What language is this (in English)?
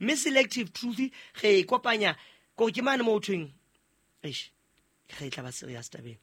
Southern Sotho